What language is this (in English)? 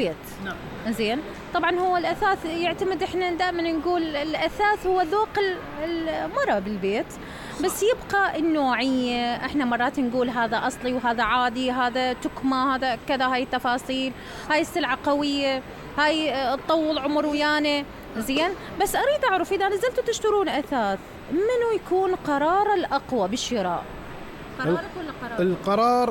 Mesopotamian Arabic